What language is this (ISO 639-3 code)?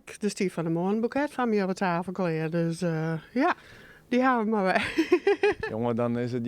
fry